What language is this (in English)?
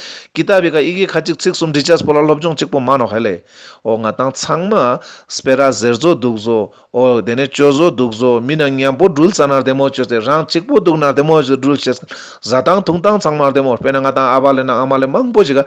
Ladakhi